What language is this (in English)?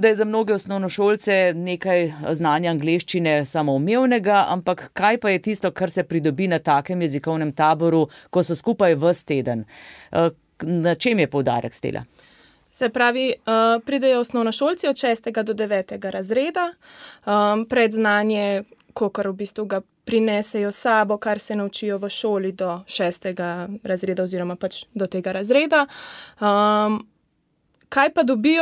Slovenian